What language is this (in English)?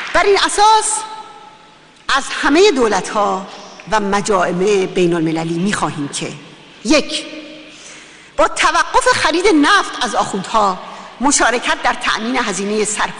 Persian